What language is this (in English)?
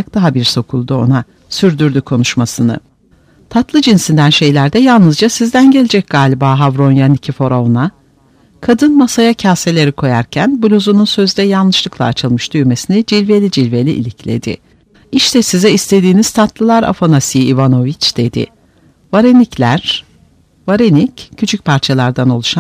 Turkish